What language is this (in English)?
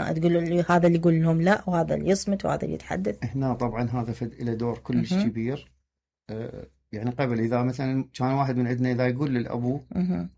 Mesopotamian Arabic